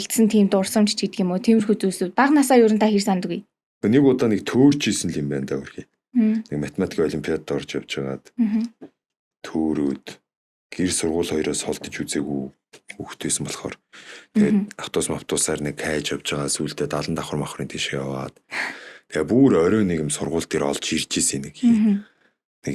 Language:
Mongolian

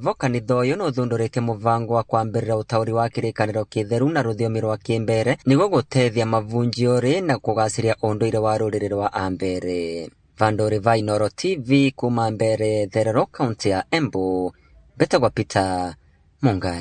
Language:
Kikuyu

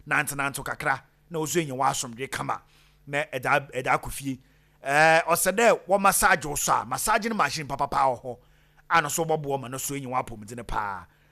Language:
Akan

